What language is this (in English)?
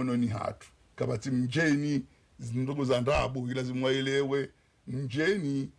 Ngazidja Comorian